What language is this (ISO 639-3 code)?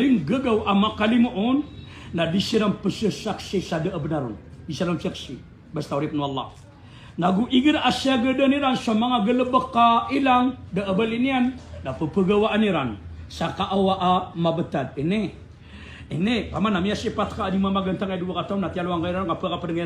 mrw